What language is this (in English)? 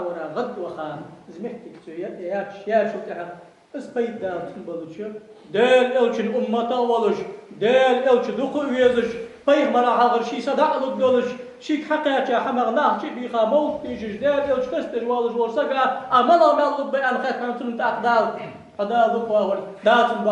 Ingush